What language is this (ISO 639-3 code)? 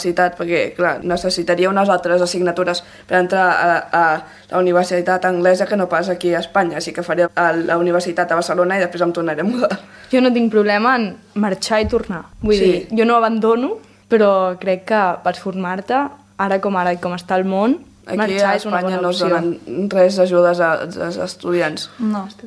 cat